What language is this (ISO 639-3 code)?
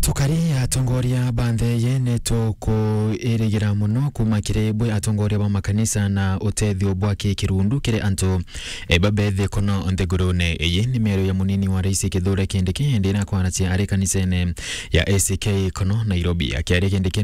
mer